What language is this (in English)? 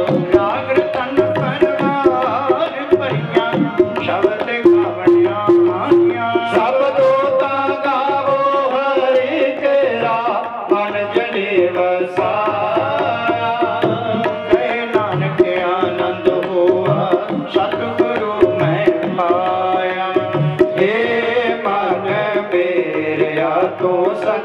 Punjabi